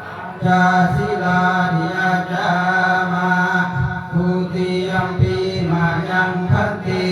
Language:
Pali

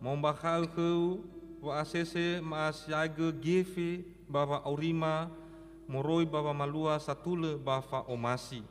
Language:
Nias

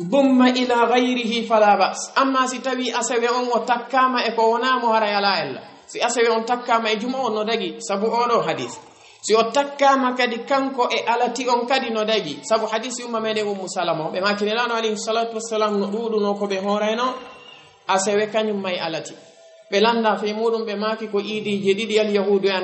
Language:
Fula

